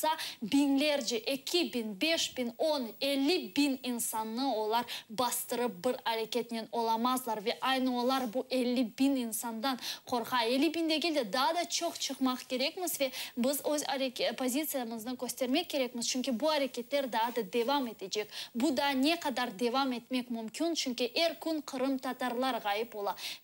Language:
Crimean Tatar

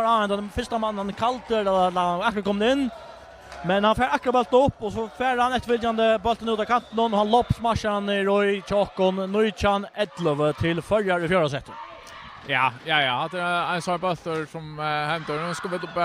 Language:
Faroese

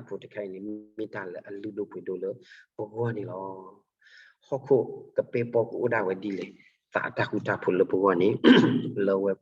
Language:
S'gaw Karen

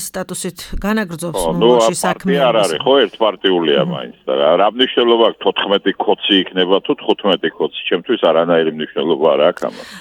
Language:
Georgian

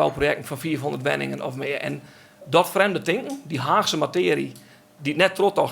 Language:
Western Frisian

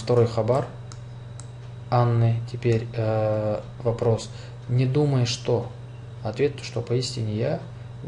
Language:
Russian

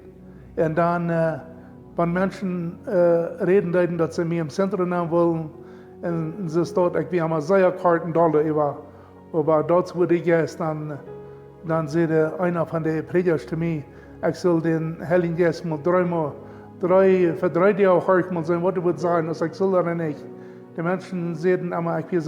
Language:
Plautdietsch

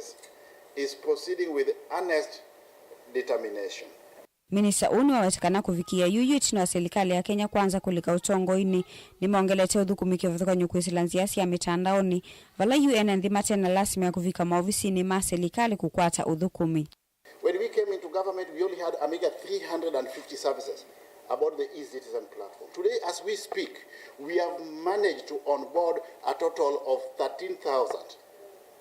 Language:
Kamba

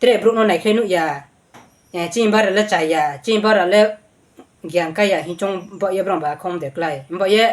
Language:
Riang (India)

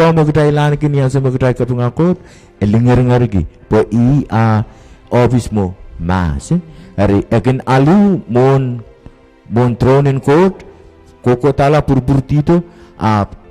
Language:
Pohnpeian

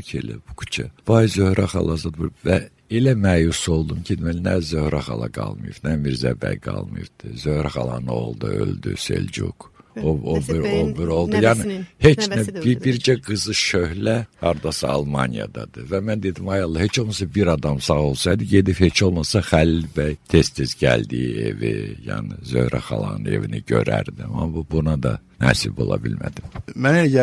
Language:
Azerbaijani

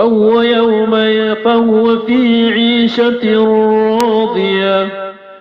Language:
Maranao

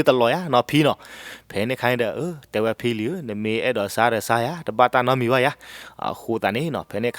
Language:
S'gaw Karen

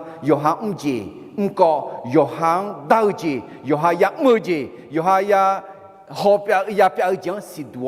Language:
Akha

